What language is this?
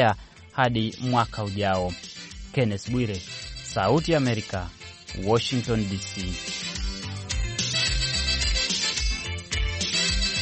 Swahili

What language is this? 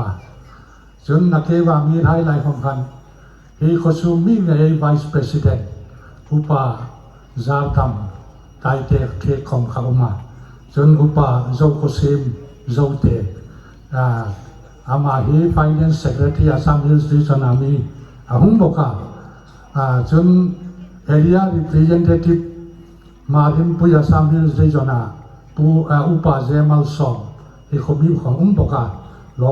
Hmar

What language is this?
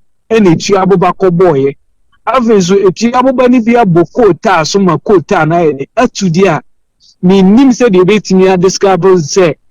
Akan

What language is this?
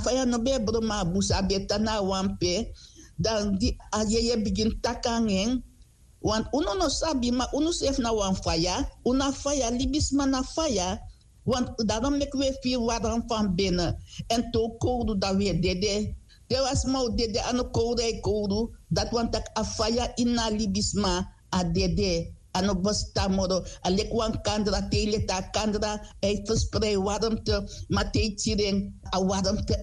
Sranan Tongo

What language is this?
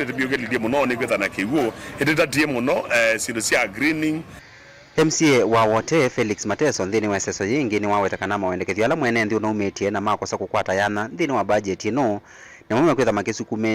Kamba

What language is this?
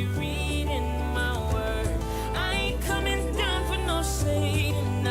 Samoan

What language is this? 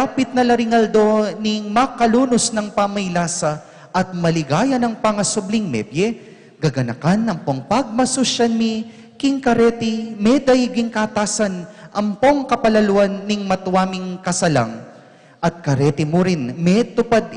Pampanga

